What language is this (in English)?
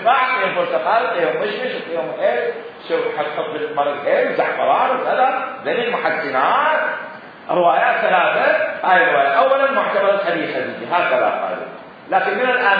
Mesopotamian Arabic